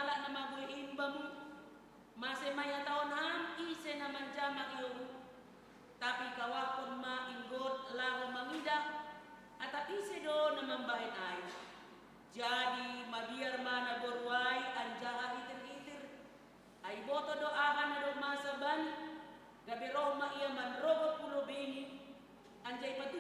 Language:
Batak Simalungun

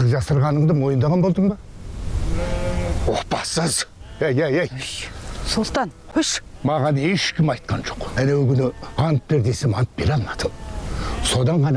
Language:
Kazakh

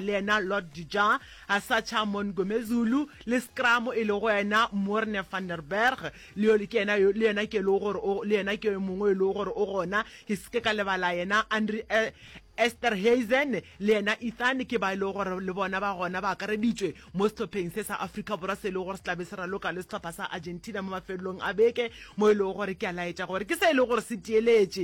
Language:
Northern Sotho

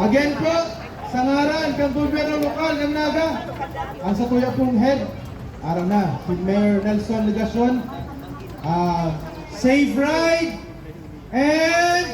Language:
Bikol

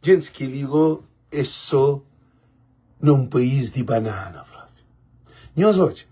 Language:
Kabuverdianu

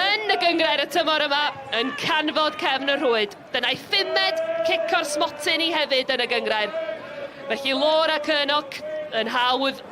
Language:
Welsh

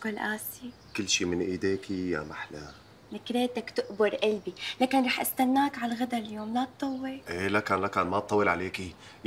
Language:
North Levantine Arabic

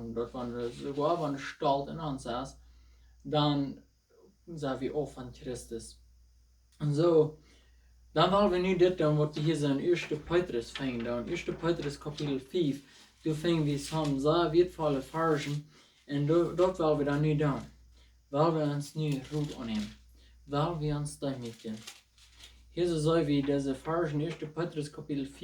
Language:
Plautdietsch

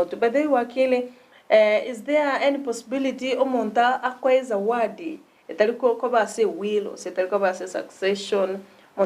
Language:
Gusii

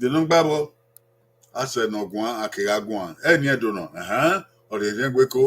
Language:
Bini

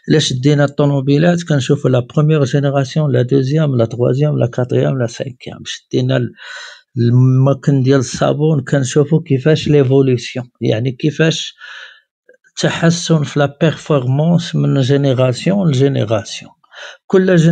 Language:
Moroccan Arabic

